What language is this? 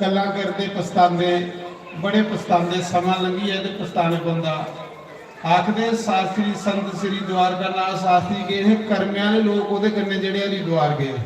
Dogri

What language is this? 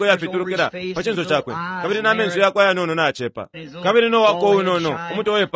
Bemba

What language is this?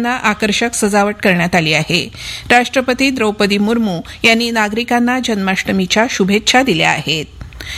Marathi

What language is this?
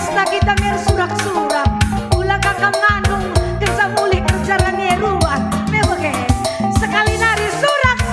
Batak Karo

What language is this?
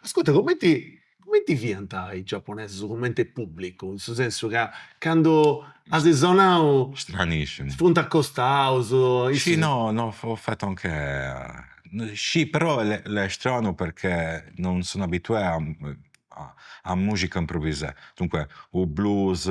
Sardinian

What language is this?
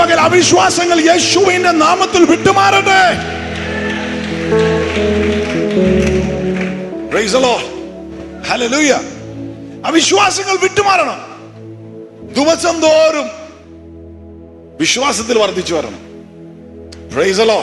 Malayalam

